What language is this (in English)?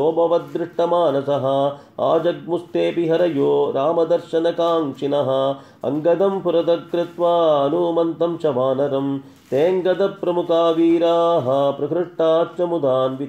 Sanskrit